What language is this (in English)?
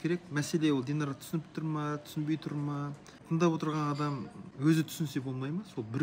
Kazakh